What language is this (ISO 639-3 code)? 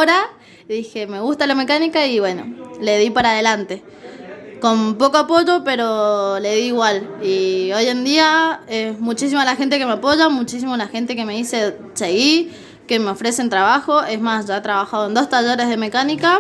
spa